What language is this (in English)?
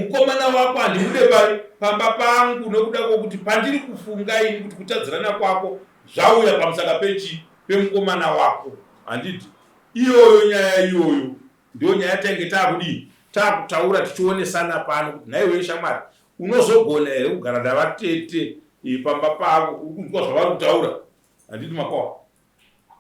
Shona